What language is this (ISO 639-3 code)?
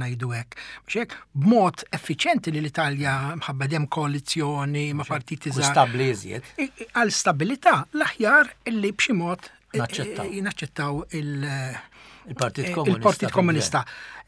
mlt